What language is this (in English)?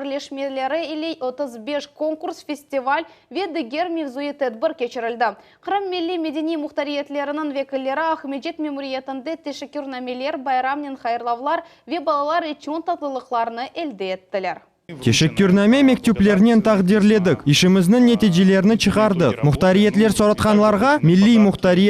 Crimean Tatar